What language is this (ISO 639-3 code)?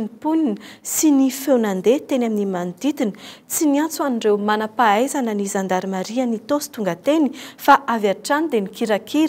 mlg